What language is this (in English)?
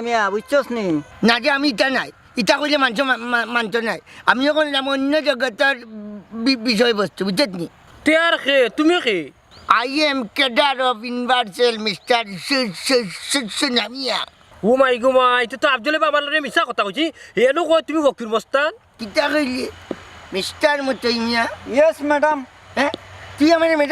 Sylheti